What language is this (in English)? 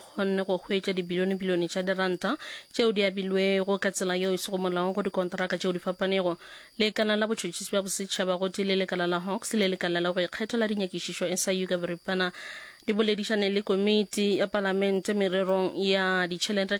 Northern Sotho